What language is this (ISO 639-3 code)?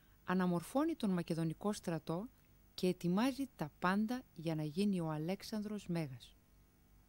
ell